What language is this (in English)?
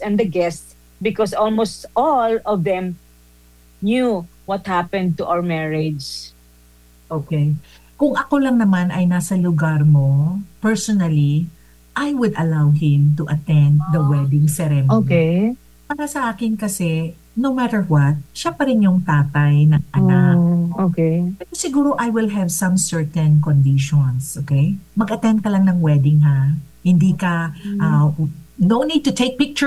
Filipino